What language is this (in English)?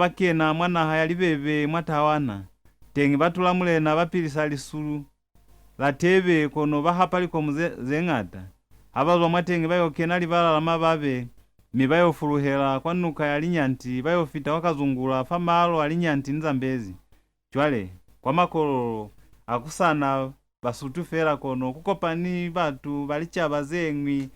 Lozi